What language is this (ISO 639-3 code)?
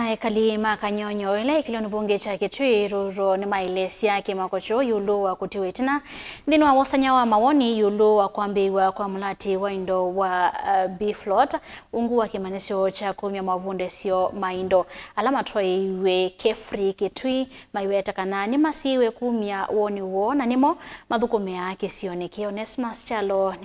kam